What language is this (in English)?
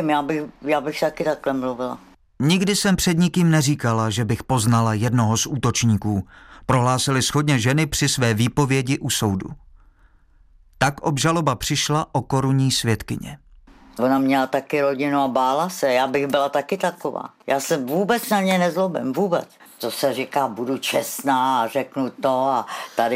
Czech